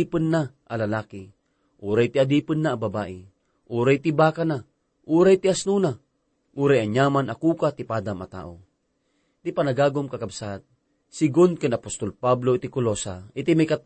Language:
Iloko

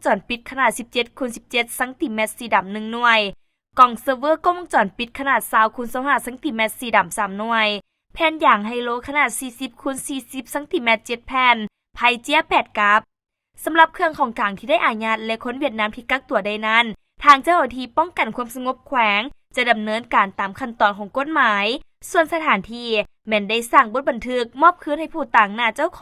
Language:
Lao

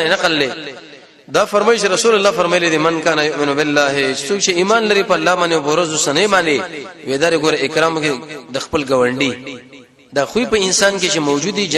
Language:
Pashto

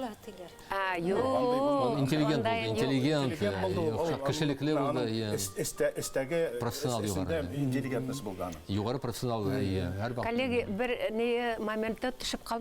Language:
Bashkir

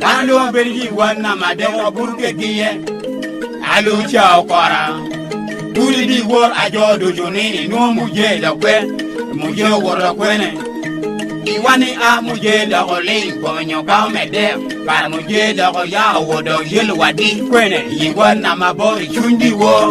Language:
Lango (Uganda)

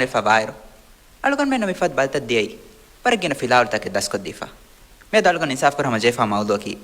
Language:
Divehi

